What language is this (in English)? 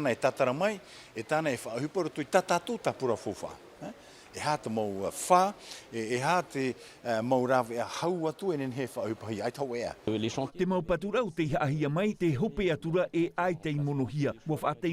Tahitian